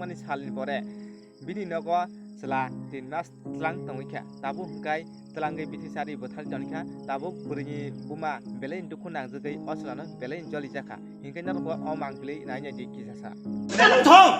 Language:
Kok Borok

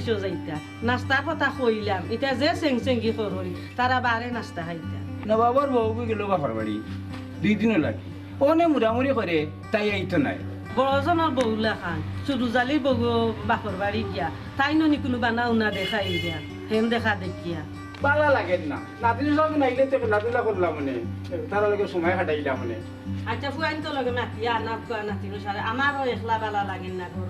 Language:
Sylheti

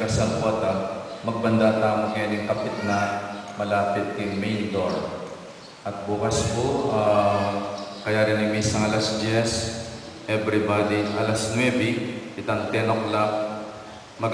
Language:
Pampanga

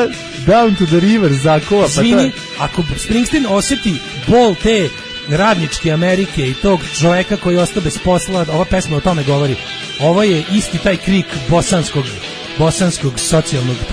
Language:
Serbian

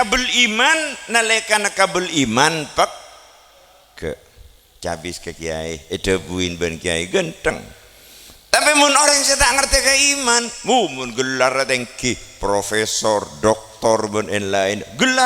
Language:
Madurese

